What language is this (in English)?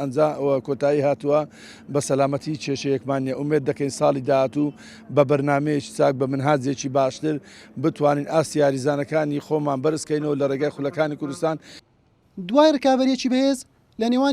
Central Kurdish